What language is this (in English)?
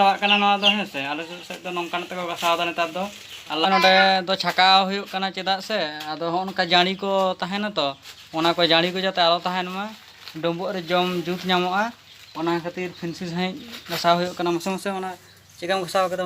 Santali